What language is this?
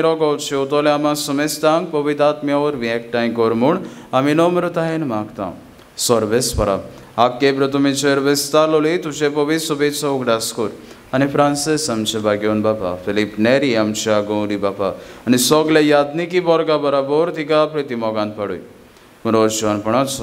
Konkani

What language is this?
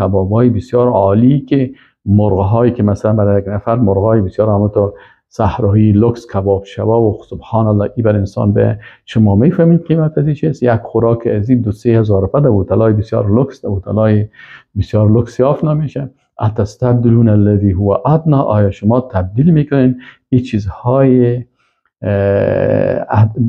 Persian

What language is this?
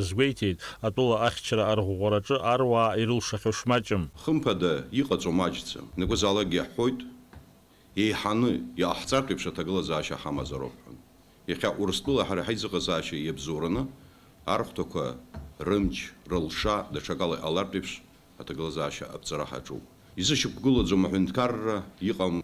Abkhazian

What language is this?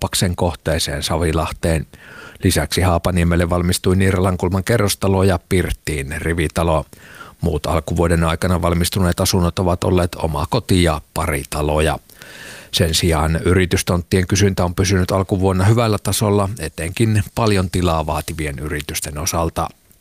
Finnish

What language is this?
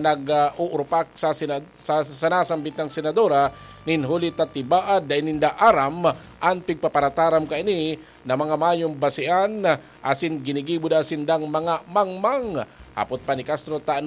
Bikol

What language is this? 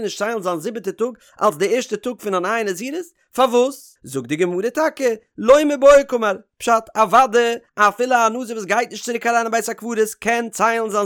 Yiddish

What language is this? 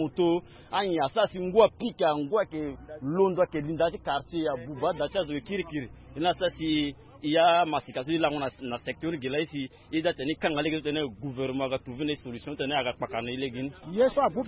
Sango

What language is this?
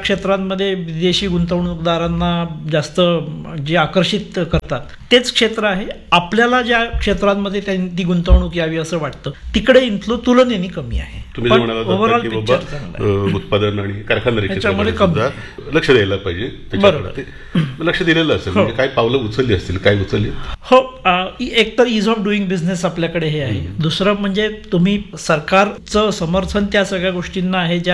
Marathi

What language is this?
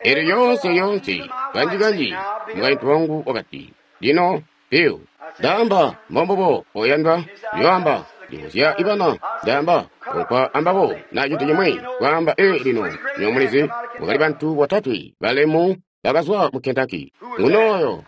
Tonga (Zambia)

